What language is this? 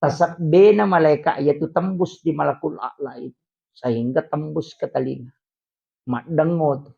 Buginese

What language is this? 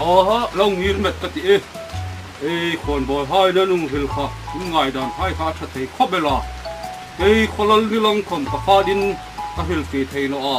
Hmar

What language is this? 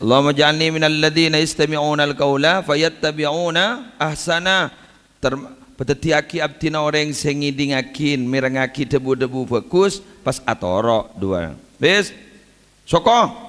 Madurese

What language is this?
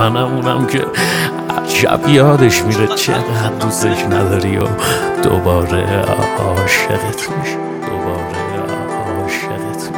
Persian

